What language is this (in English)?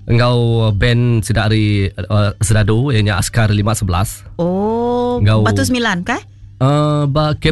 Iban